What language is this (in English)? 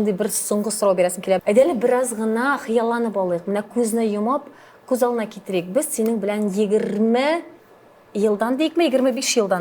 Tatar